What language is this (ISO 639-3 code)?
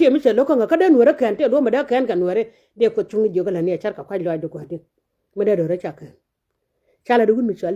nus